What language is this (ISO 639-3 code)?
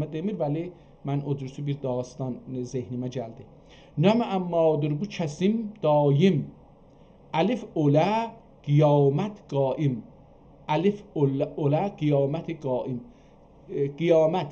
azb